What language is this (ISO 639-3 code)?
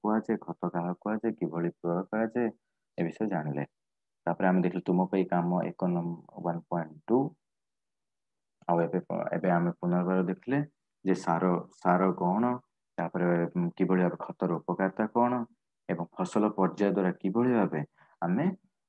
ori